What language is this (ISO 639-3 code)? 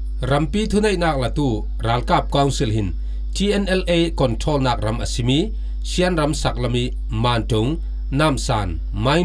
cfm